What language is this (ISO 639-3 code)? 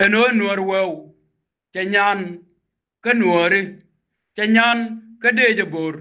nus